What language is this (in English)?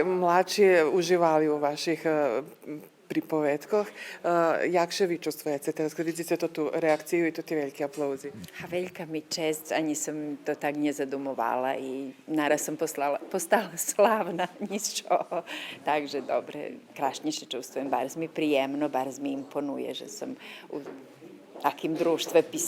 Rusyn